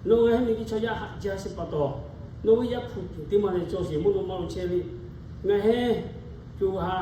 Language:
Lahu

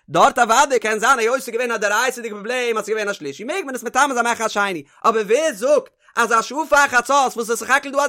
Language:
Yiddish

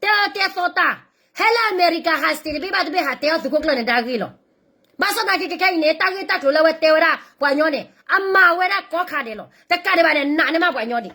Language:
S'gaw Karen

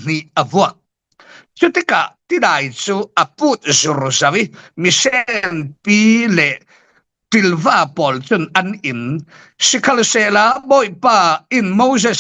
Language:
Falam Chin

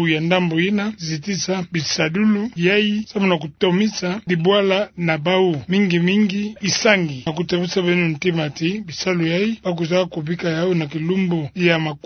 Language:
Kituba (Democratic Republic of Congo)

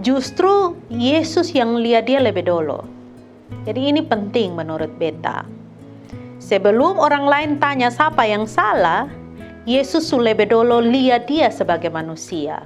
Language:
Kupang Malay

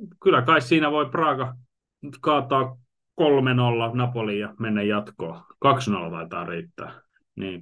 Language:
Finnish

